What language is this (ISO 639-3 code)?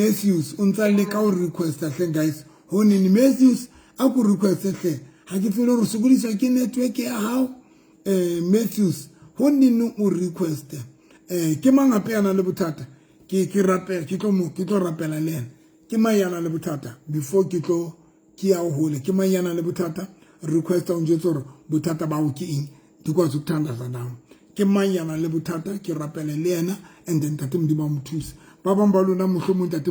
sot